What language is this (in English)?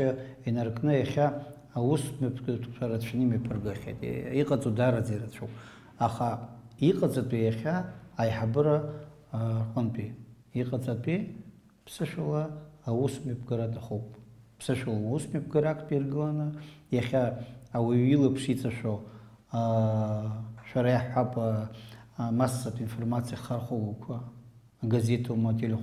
Abkhazian